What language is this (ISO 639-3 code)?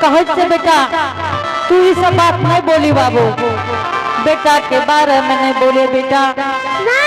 anp